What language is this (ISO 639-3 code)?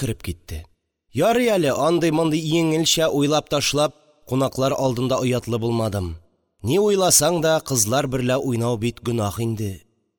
tat